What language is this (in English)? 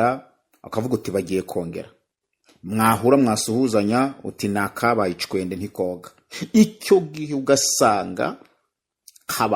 Kinyarwanda